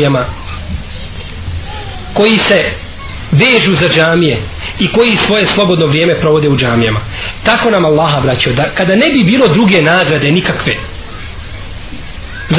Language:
Bosnian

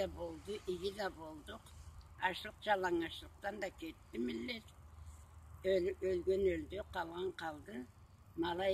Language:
Karachay-Balkar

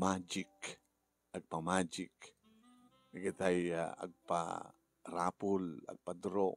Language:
Iloko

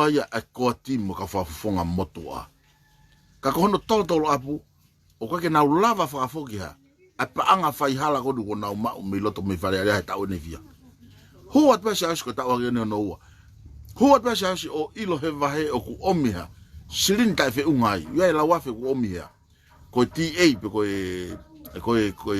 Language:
Tongan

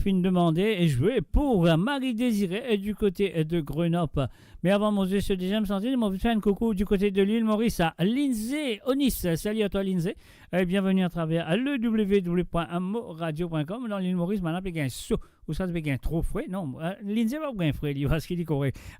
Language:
Morisyen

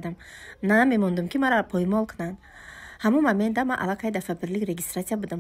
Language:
Tajik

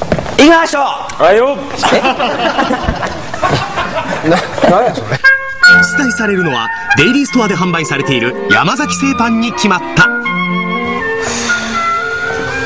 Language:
Japanese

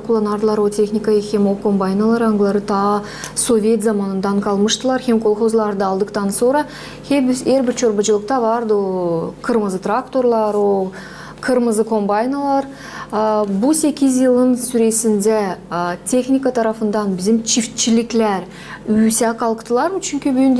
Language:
Gagauz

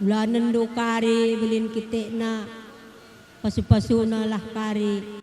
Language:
Batak Karo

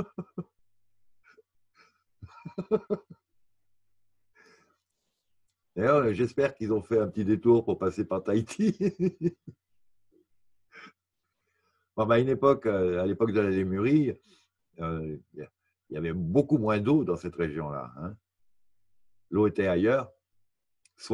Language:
French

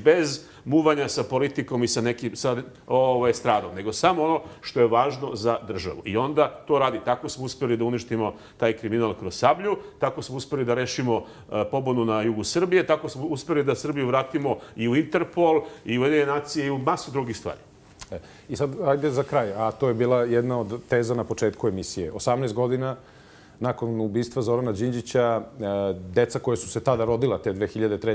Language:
Serbian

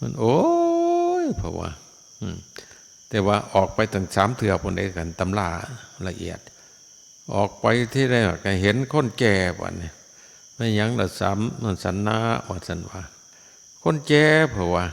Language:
Northeastern Thai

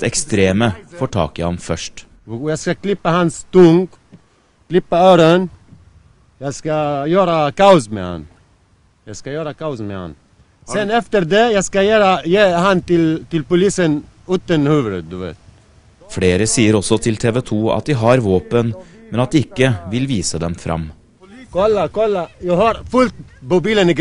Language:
Norwegian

